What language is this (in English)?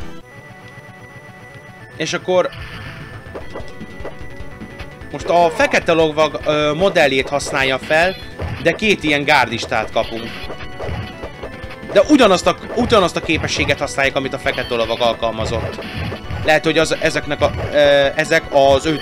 Hungarian